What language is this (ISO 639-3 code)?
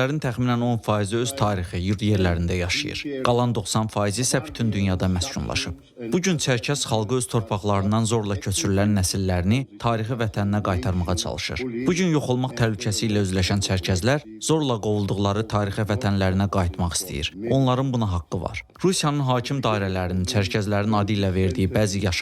aze